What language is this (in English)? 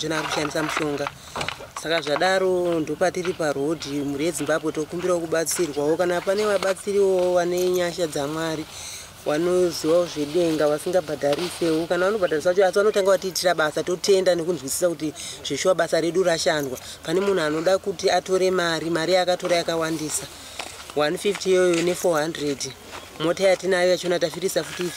Shona